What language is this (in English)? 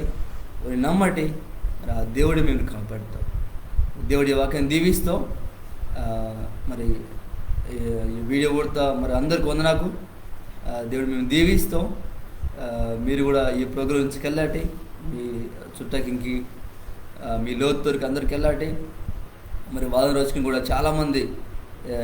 Koya